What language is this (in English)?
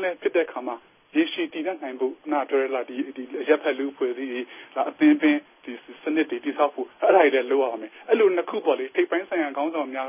Burmese